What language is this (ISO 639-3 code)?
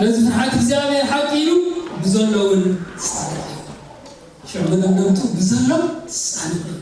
tir